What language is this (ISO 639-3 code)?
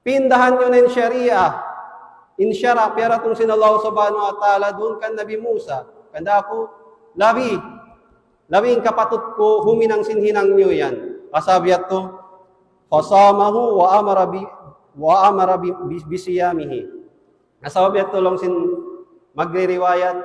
tsg